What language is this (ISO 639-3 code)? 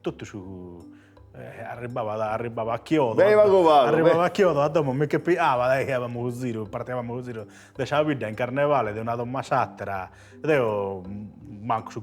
srd